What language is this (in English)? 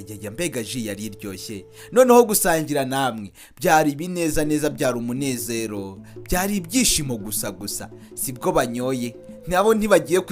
Kinyarwanda